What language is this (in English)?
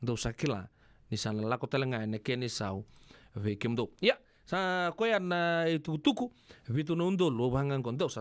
Fijian